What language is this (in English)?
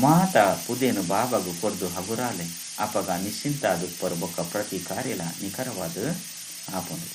Tulu